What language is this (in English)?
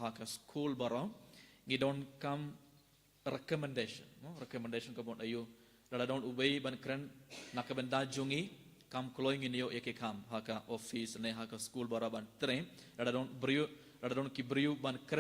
Khasi